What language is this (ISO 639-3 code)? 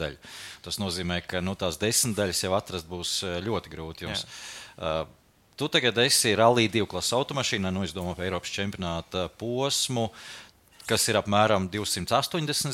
lav